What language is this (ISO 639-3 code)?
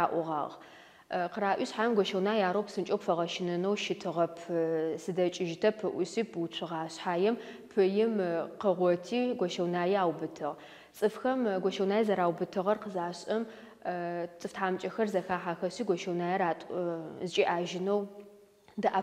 ady